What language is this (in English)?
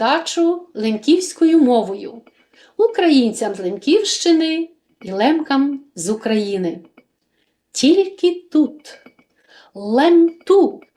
Rusyn